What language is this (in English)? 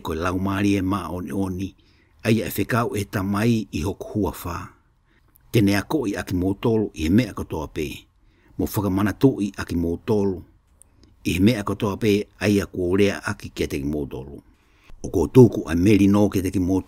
Tongan